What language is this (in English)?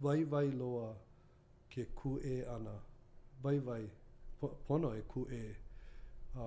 Hawaiian